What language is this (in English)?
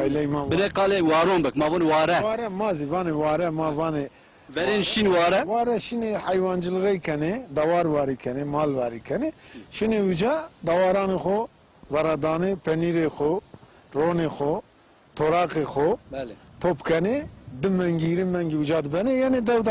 Zaza